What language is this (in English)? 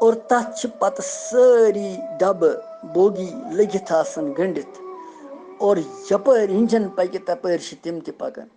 Kashmiri